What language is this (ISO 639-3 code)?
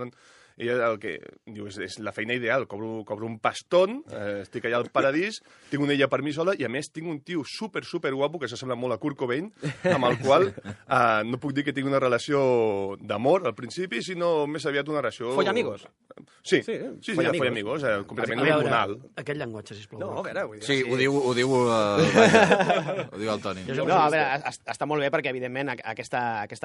cat